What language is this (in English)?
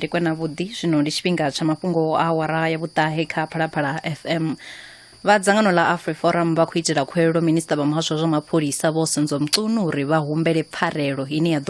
Venda